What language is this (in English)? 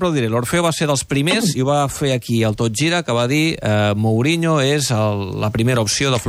Catalan